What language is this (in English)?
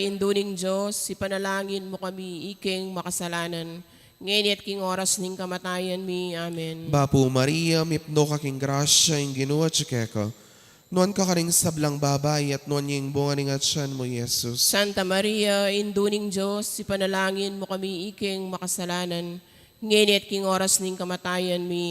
Pampanga